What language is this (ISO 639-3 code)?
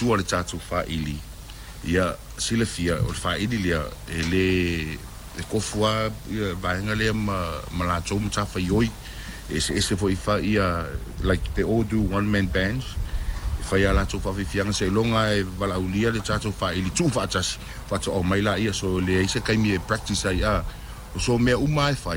smo